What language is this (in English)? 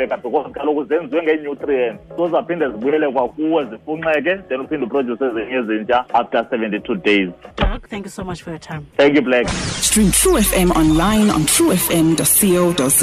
Xhosa